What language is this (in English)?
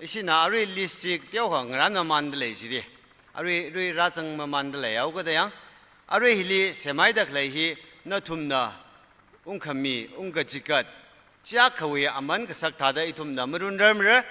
Tangkhul Naga (India)